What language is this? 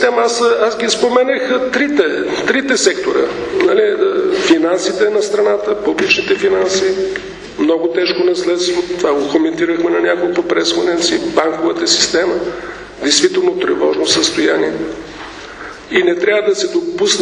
Bulgarian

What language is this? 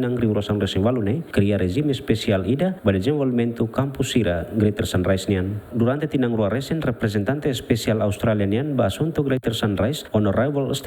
Tetum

